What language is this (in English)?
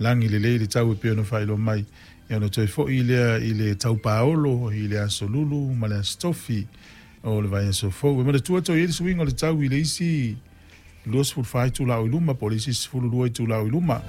Samoan